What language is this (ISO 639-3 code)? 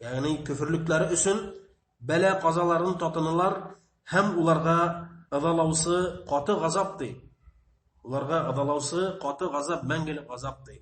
bak